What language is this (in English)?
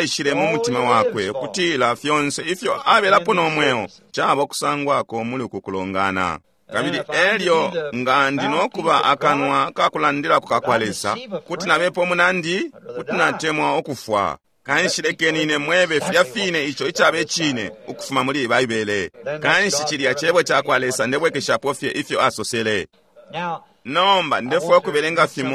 Bemba